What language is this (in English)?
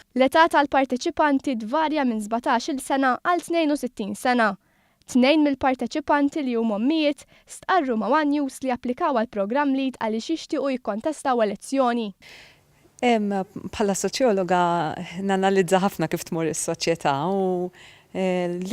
Maltese